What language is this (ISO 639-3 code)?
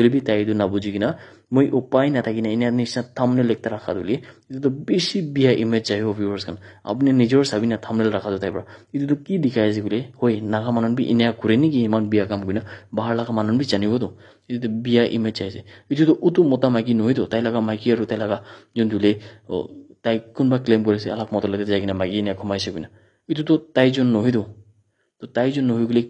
nag